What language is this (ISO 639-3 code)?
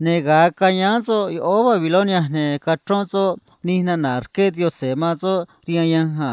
trc